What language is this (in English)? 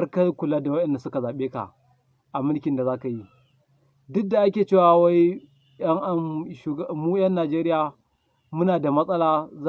Hausa